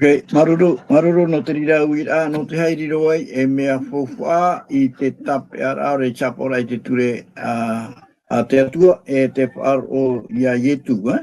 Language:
Tahitian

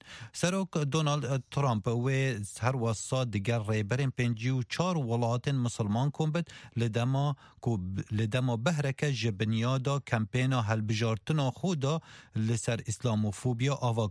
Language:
Kurdish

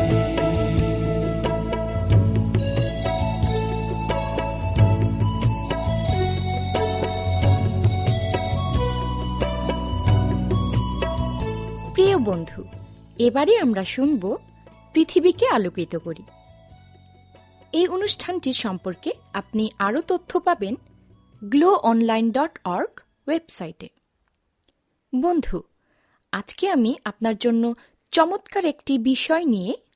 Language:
Bangla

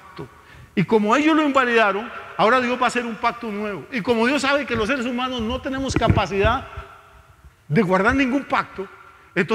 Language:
Spanish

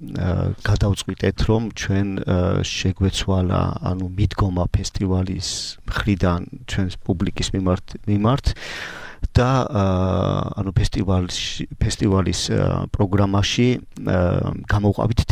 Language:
Georgian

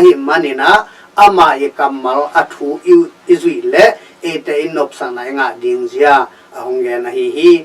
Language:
Tedim Chin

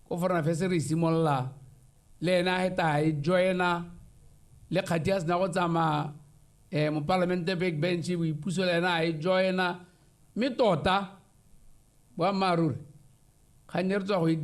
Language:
Tswana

